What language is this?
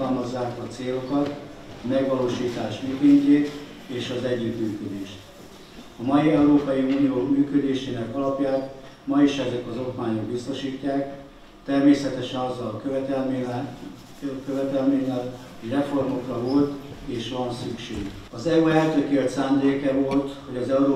Hungarian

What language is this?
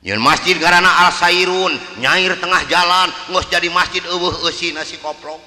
Sundanese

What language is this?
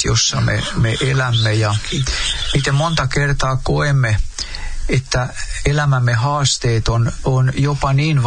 Finnish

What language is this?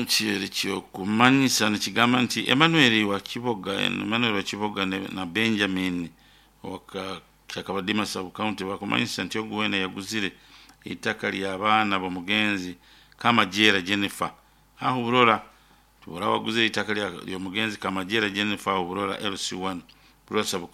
Nyoro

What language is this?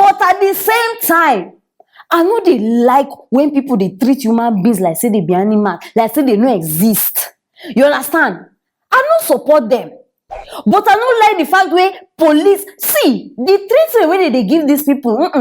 Nigerian Pidgin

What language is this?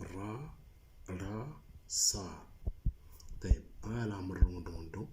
Moro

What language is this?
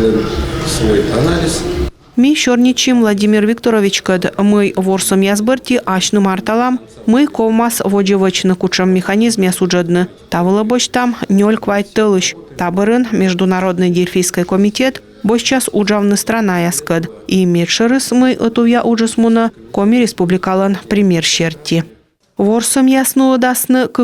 Komi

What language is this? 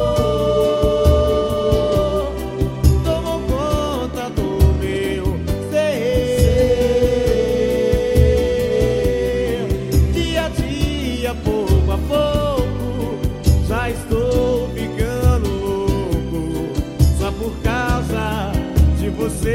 Portuguese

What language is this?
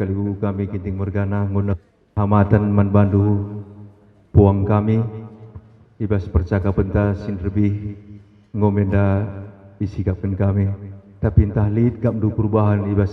Batak Karo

